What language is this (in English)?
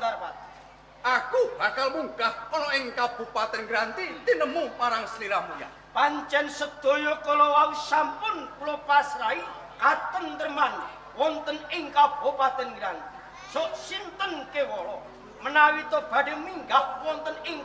Javanese